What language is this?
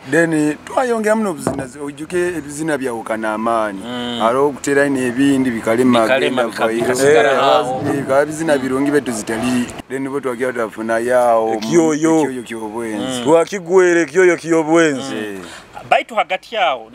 Nyoro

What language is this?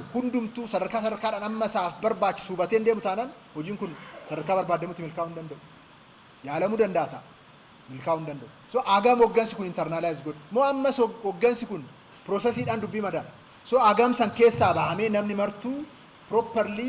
Oromo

